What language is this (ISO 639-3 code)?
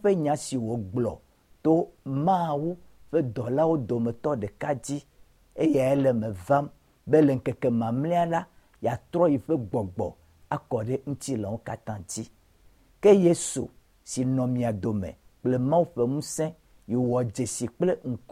ewe